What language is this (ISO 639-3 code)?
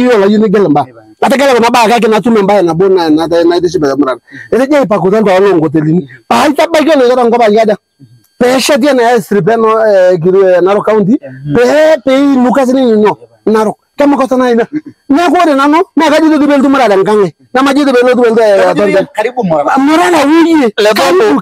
mas